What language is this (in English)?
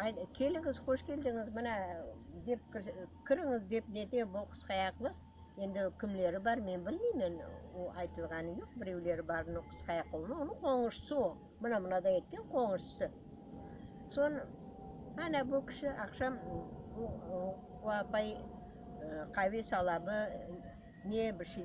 Crimean Tatar